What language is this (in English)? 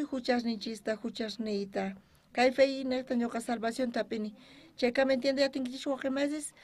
South Bolivian Quechua